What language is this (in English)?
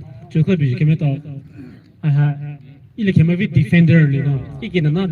Poumei Naga